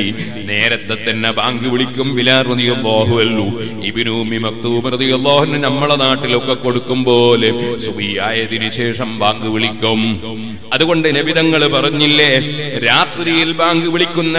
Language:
Malayalam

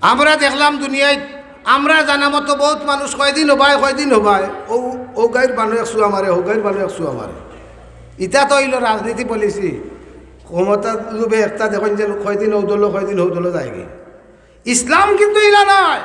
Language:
Sylheti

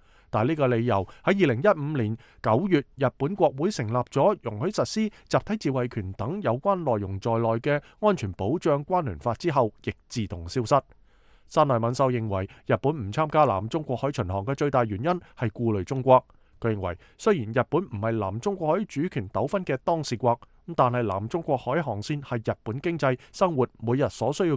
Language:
Cantonese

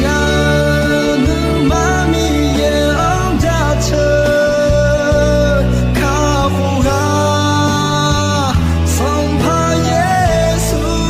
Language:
Akha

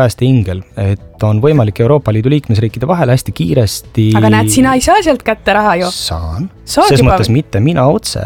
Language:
Estonian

